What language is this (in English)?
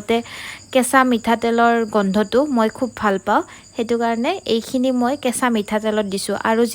Assamese